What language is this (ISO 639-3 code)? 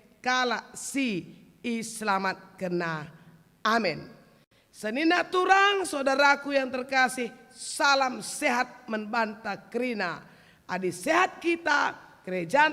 btx